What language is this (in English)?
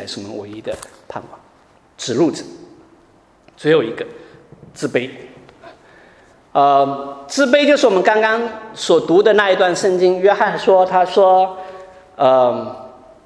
Chinese